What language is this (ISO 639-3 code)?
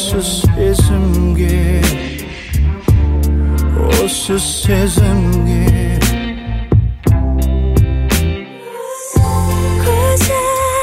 kaz